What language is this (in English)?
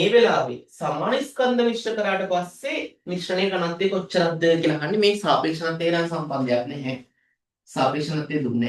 Sinhala